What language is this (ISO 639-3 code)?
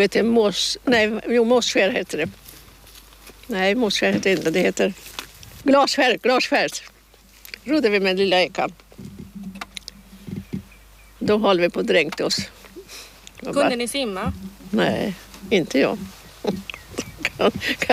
swe